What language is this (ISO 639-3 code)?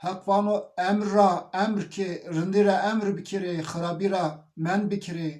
zza